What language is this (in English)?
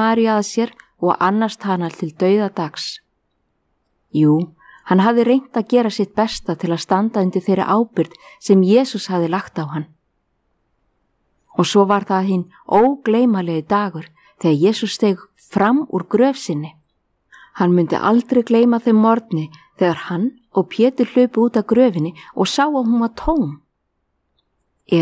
Icelandic